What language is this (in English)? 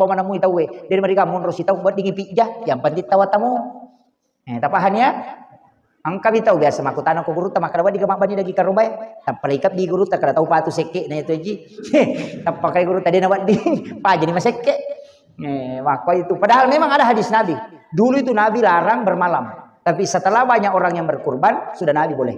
Buginese